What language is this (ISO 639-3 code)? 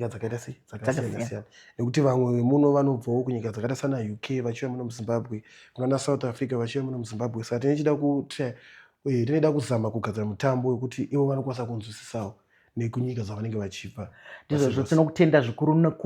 sna